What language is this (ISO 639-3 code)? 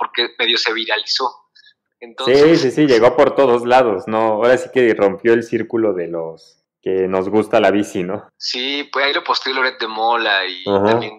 spa